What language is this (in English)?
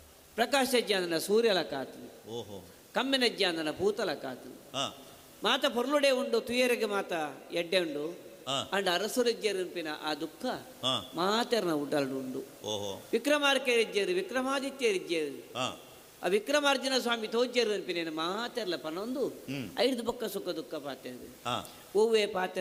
Tulu